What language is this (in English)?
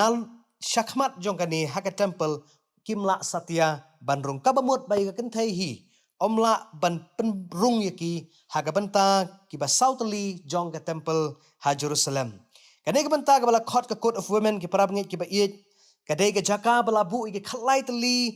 Khasi